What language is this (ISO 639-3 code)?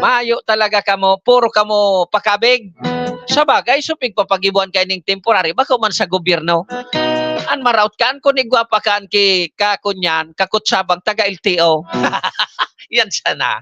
bik